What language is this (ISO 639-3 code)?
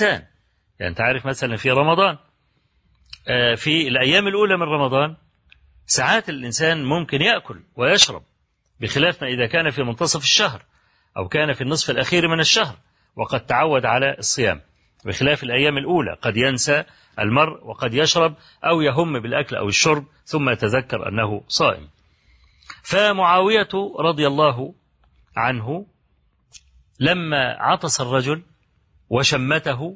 ara